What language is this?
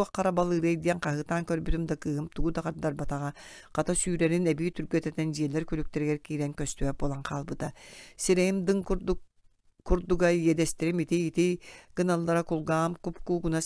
Yakut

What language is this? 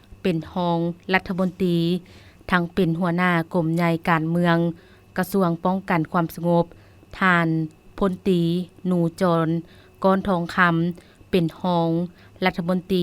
Lao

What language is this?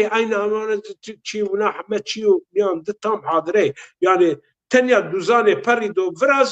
Zaza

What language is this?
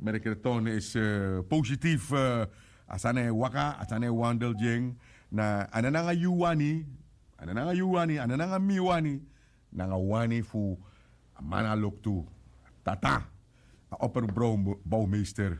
Sranan Tongo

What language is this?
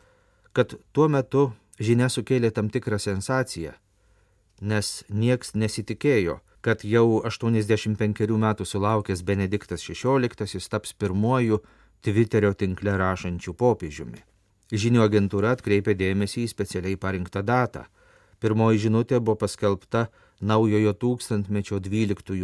Lithuanian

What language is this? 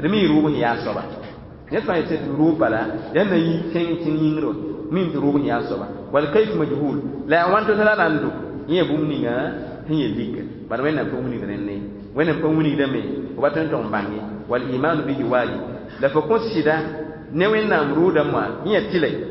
Mossi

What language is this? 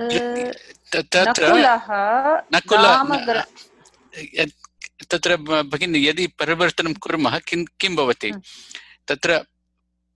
Sanskrit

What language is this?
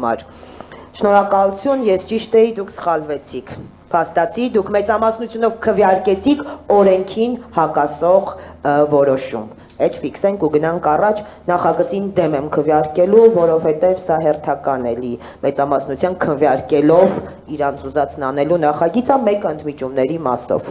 Armenian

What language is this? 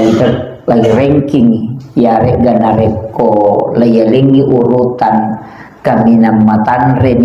Buginese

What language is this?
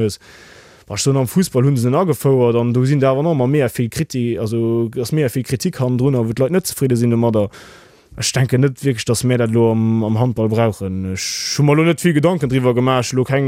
Luxembourgish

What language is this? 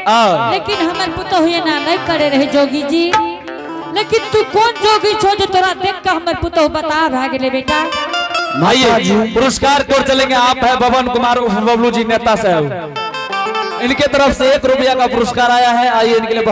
Angika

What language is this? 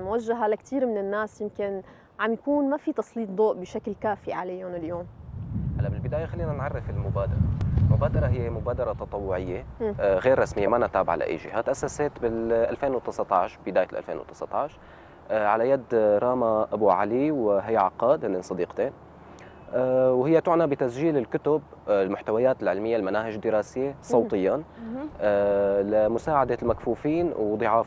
North Levantine Arabic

